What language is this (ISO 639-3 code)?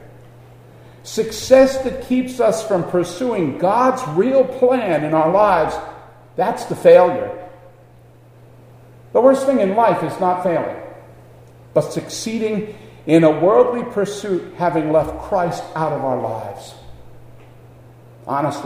eng